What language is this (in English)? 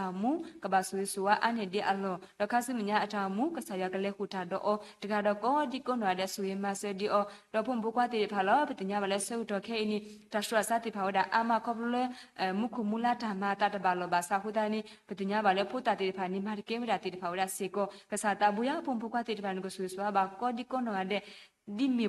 S'gaw Karen